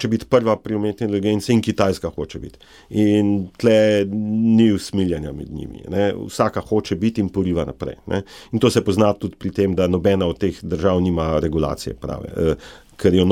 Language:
Slovenian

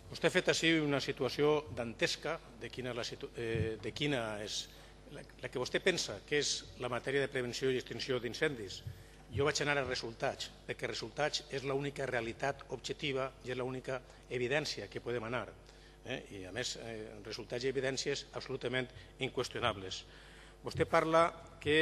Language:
Catalan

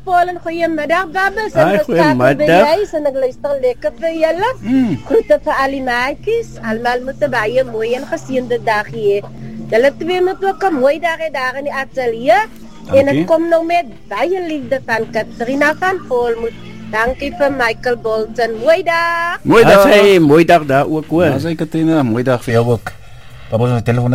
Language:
Afrikaans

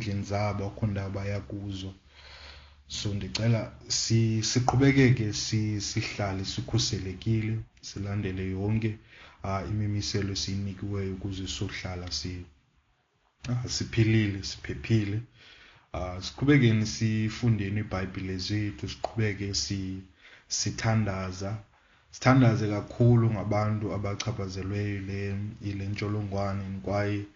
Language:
Xhosa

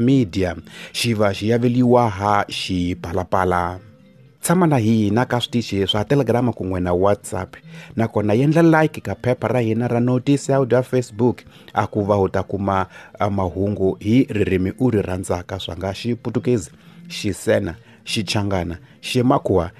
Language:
Tsonga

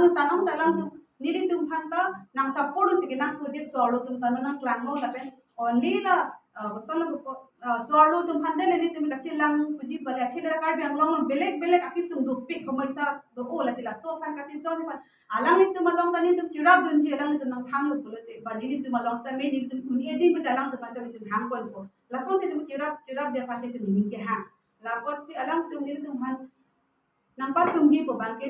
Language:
Karbi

